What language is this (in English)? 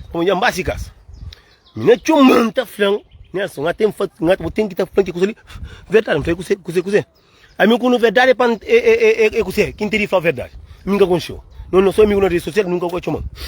Kabuverdianu